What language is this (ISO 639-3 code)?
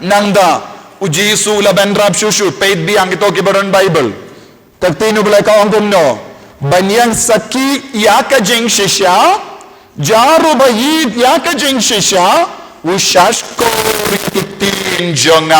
kha